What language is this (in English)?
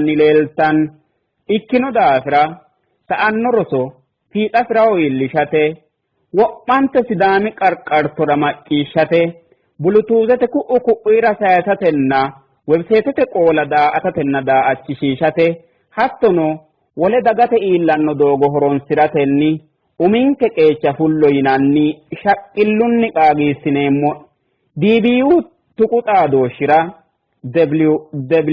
Sidamo